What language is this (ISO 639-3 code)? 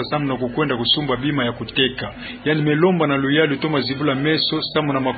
ktu